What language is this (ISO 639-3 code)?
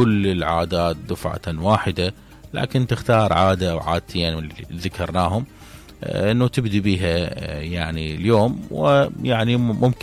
acm